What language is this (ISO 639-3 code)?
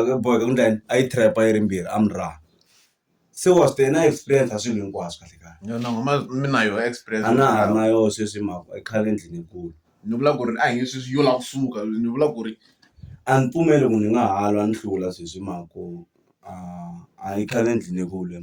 tso